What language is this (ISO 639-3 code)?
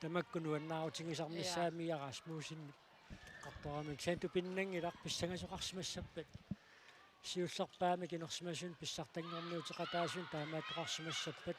kal